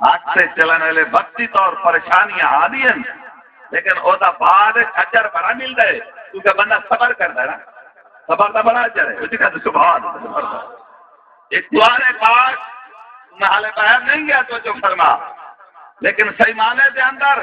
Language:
Saraiki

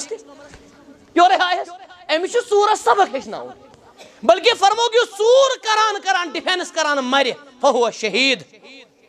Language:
Kashmiri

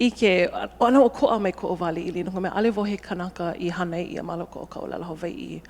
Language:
Hawaiian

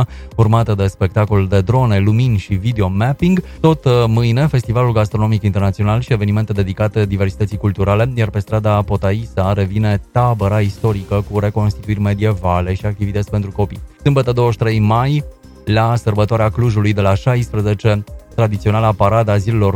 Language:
Romanian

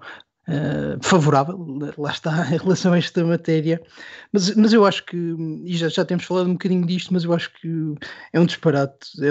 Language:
Portuguese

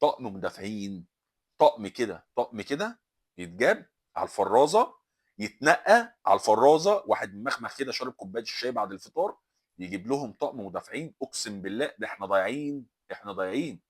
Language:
Egyptian Arabic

